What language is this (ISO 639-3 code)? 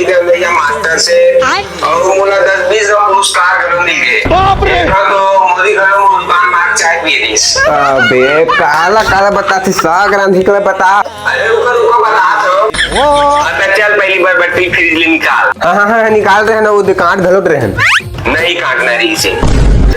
hne